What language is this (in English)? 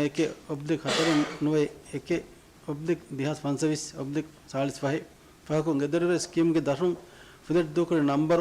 Divehi